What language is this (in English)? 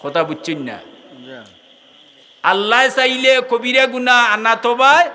Sylheti